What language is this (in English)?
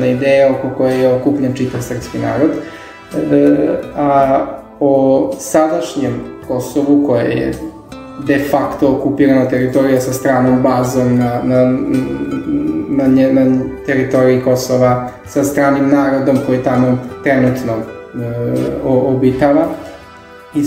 Serbian